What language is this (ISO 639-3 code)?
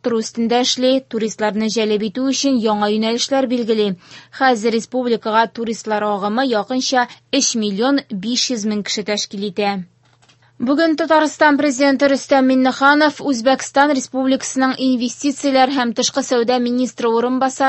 tat